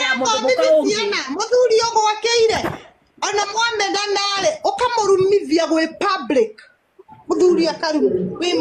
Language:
Kikuyu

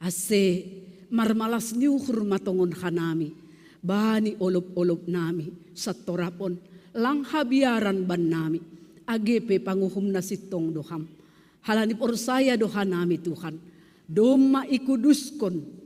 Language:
Batak Simalungun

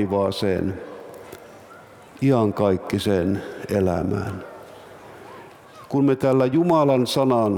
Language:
Finnish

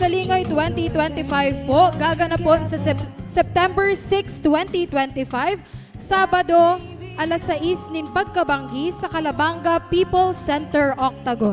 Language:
Bikol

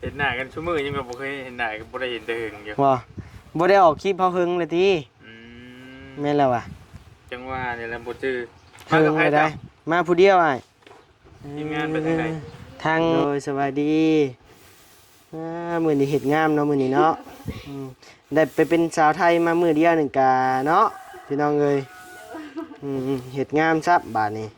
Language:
Lao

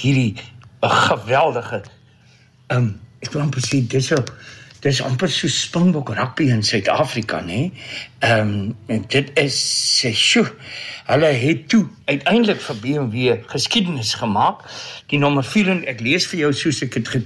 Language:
Afrikaans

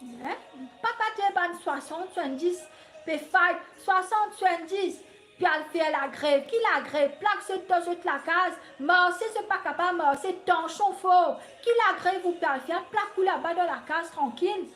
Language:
Morisyen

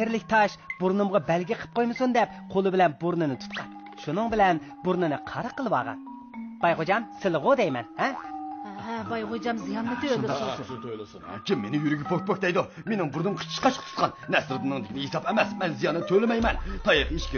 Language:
Uyghur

